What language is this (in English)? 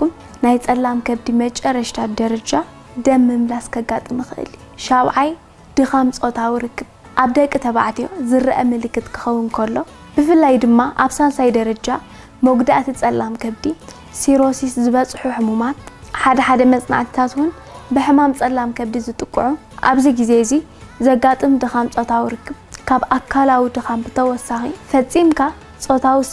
Tigrinya